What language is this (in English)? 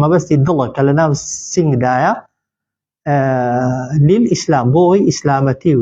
Central Kurdish